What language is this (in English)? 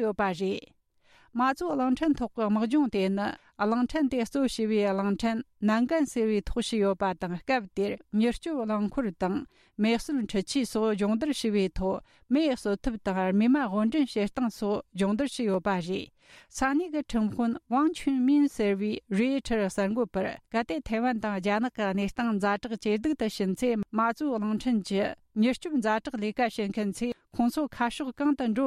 Tibetan